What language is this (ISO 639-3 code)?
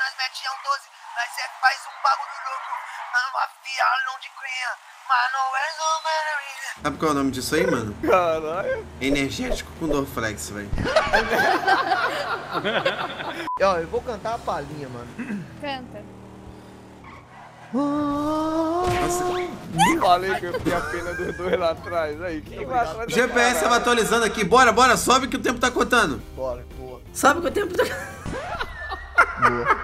por